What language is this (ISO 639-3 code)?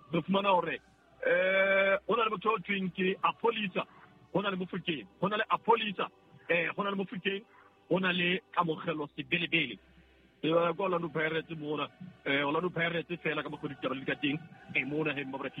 sot